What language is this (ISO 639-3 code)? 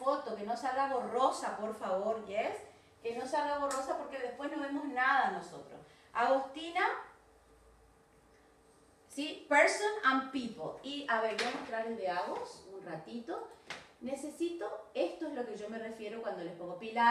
spa